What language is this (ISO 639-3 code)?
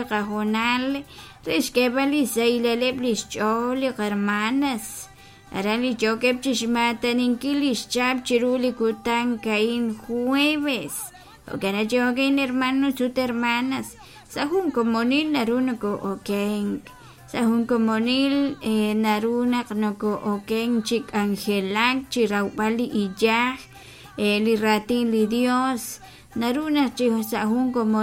kek